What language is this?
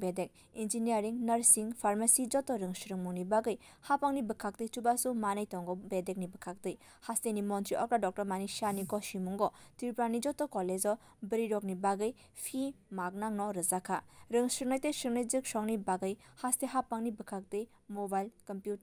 Kok Borok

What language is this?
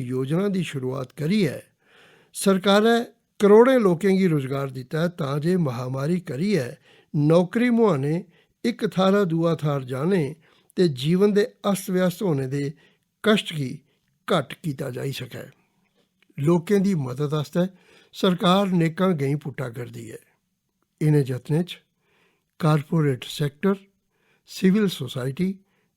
Dogri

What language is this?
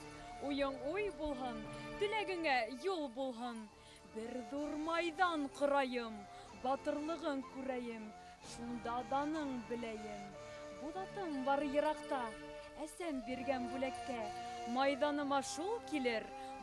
Bashkir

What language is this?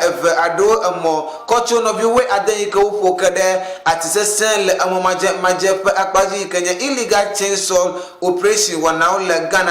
Ewe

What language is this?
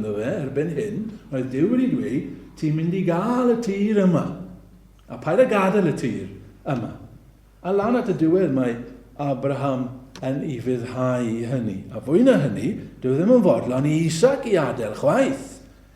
Welsh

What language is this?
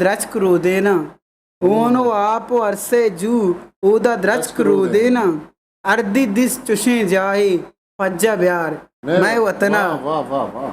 Eastern Balochi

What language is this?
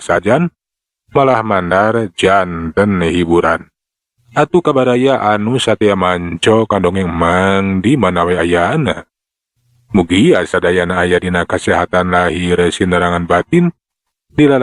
Sundanese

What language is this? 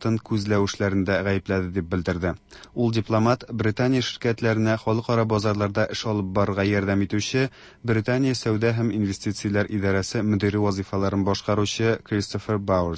Tatar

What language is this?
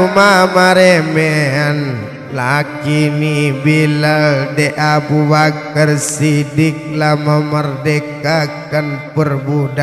Minangkabau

